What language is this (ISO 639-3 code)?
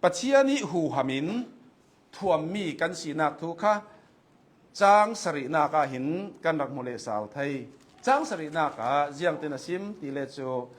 cnh